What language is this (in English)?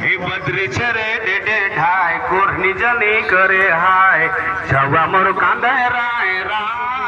Sadri